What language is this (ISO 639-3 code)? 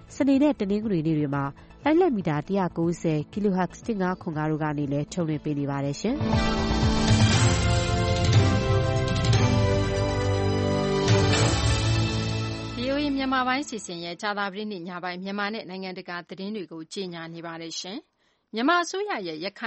mya